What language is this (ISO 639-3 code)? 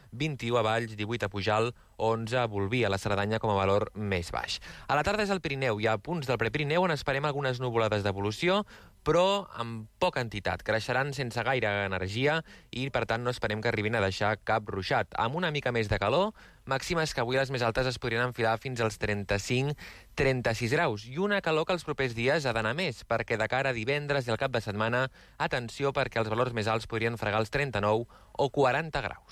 cat